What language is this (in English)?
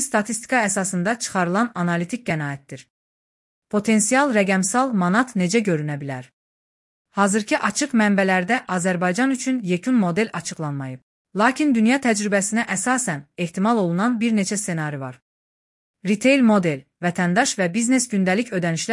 Azerbaijani